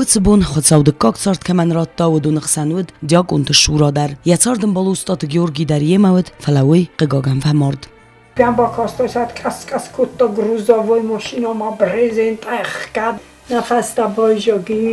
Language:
Ossetic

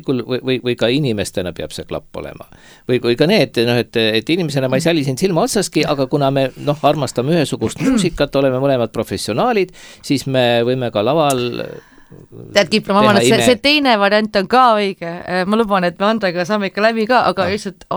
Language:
Estonian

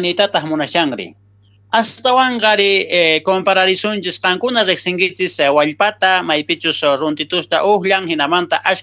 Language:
South Bolivian Quechua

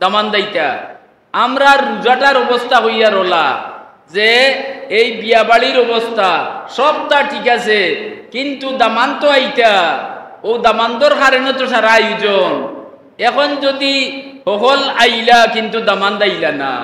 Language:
Sylheti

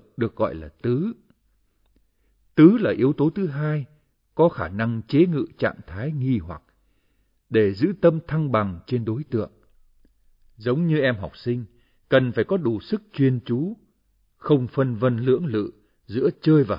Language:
Vietnamese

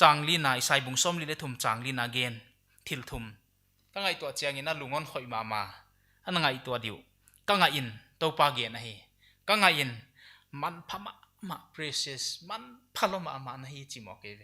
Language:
Paite Chin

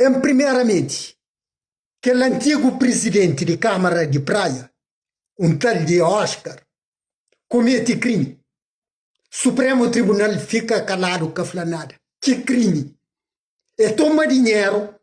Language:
Kabuverdianu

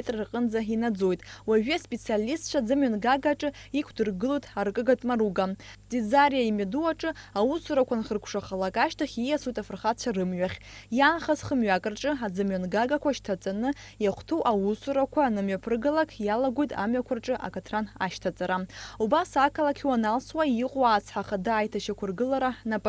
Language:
Abkhazian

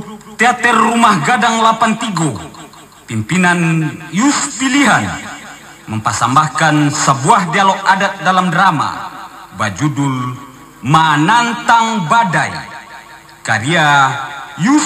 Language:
Minangkabau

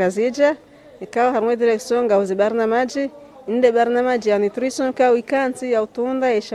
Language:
Ngazidja Comorian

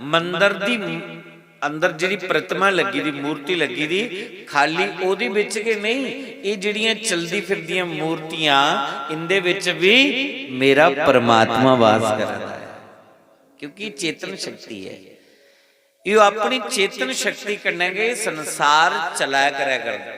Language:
Dogri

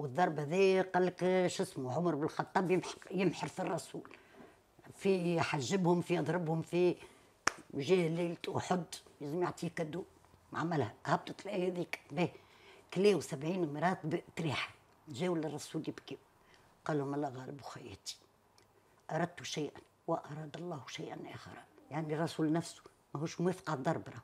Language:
Tunisian Arabic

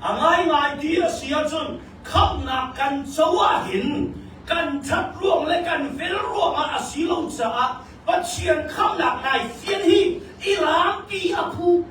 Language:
Hakha Chin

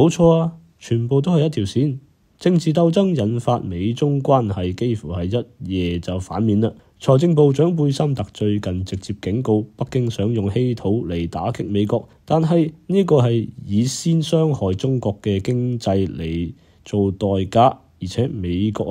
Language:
Cantonese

